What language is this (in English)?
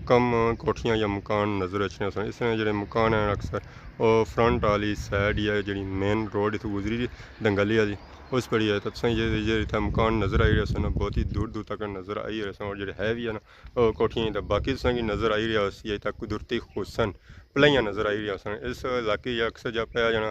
Pahari-Potwari